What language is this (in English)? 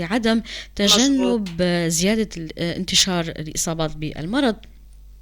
North Levantine Arabic